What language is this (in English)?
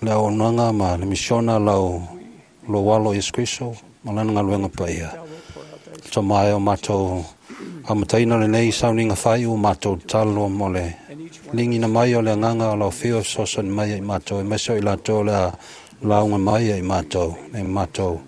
Samoan